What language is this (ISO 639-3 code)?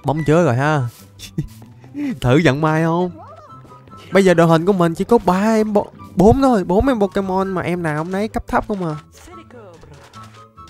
vie